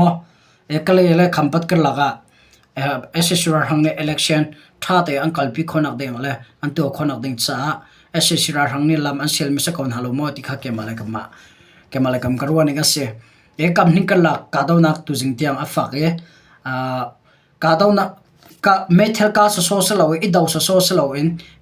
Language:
Hakha Chin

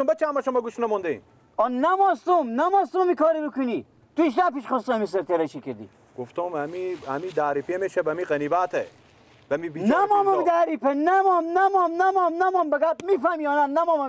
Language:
Persian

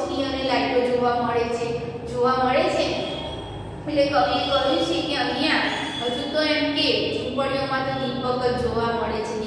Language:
Gujarati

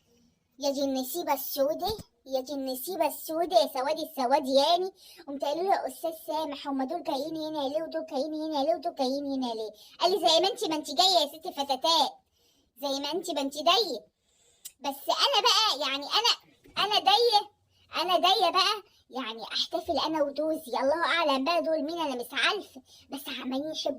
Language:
Egyptian Arabic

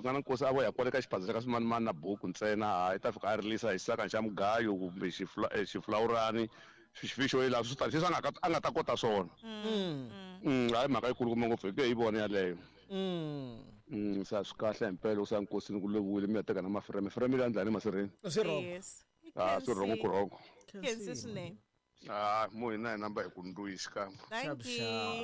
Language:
Tsonga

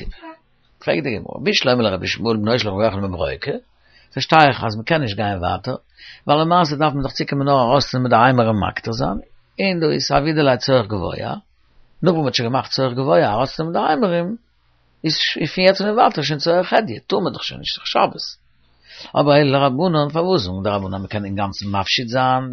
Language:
Yiddish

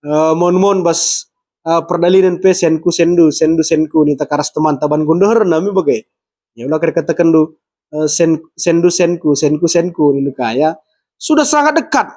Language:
Batak Karo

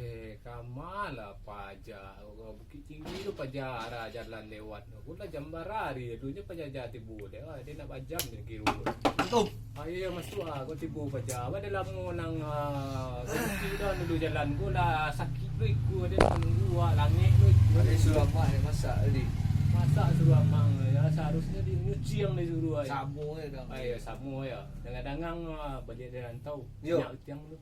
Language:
Minangkabau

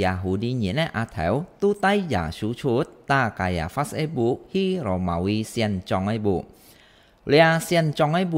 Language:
Hakka Chinese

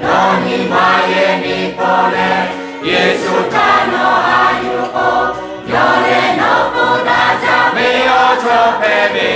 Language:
Lahu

